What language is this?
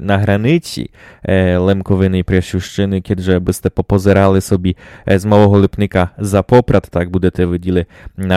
Rusyn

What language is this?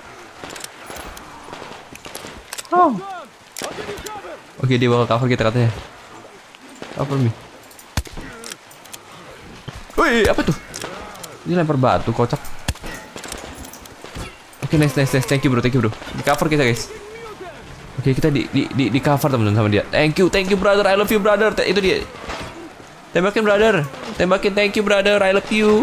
Indonesian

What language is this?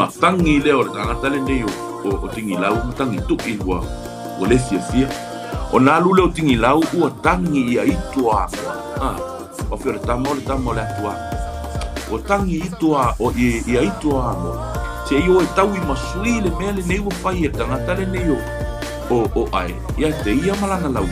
Samoan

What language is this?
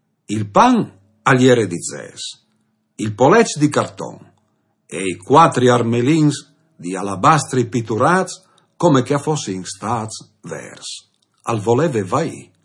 Friulian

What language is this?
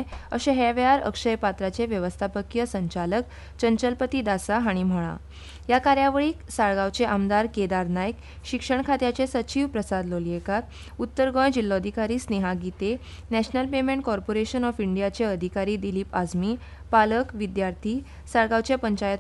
Konkani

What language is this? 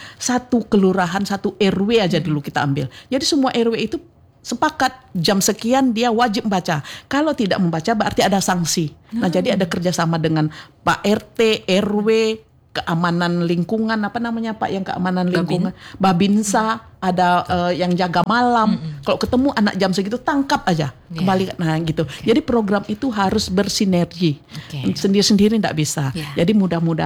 Indonesian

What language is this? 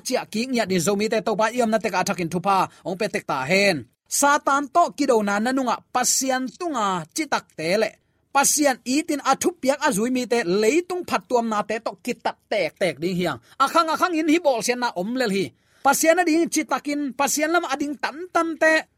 Tedim Chin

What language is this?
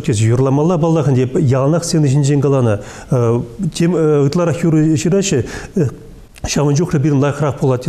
Chuvash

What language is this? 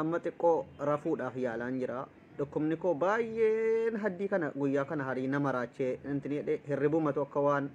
Oromo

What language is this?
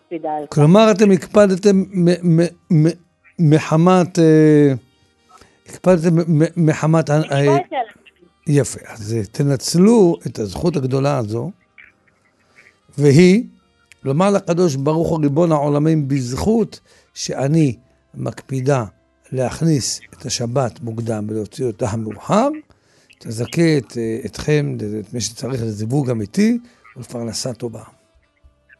Hebrew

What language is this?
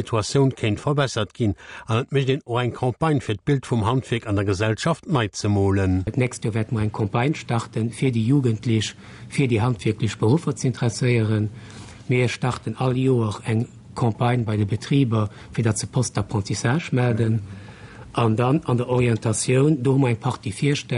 Luxembourgish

